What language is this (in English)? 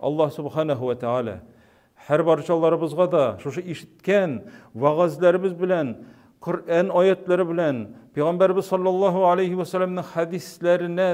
Tatar